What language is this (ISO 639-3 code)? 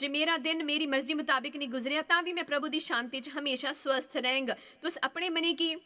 doi